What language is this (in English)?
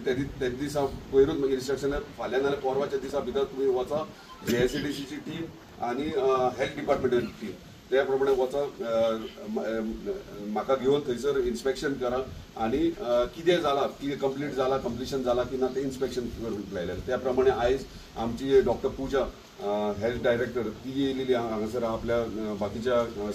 Konkani